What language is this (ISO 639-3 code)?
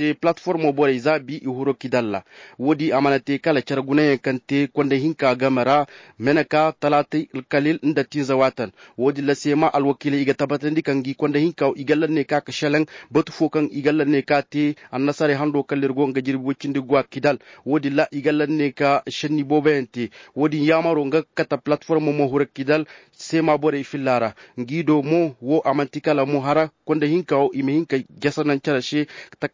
ses